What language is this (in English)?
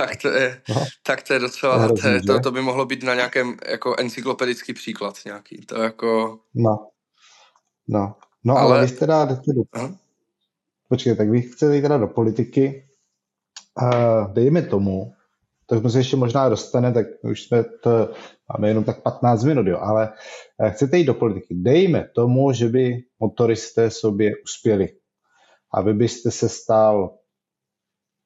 Czech